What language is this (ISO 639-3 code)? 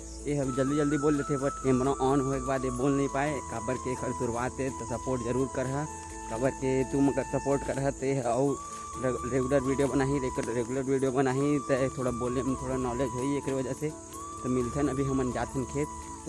hne